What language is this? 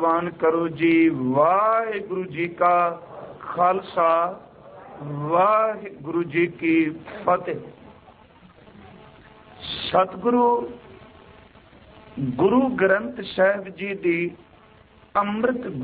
Punjabi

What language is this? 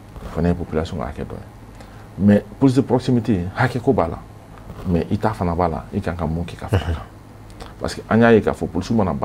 Bambara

